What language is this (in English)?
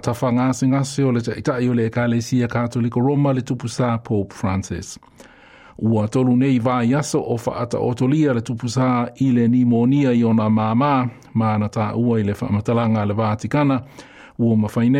Samoan